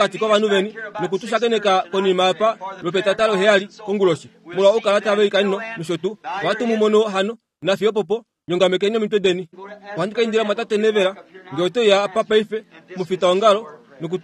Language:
Kuanyama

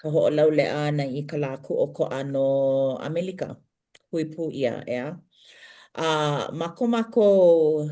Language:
Hawaiian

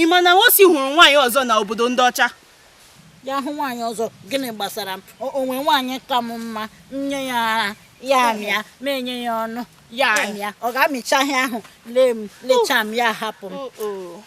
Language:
Igbo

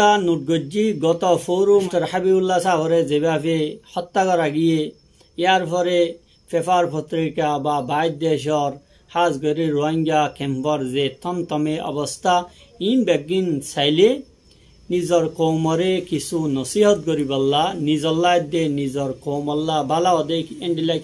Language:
Rohingya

